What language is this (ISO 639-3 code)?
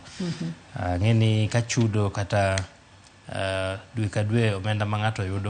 luo